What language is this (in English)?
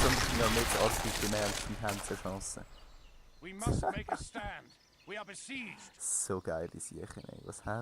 Swiss German